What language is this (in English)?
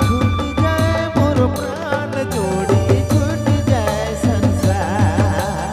Sadri